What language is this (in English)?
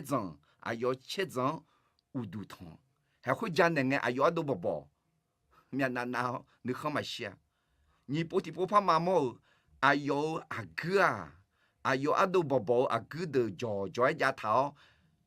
Akha